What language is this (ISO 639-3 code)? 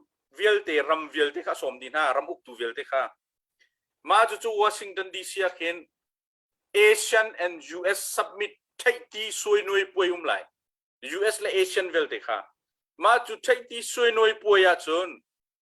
cnh